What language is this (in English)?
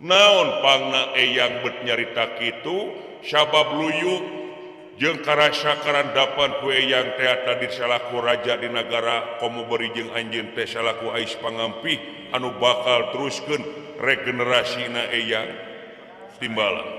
Sundanese